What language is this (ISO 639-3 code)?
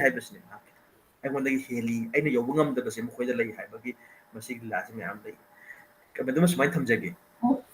mni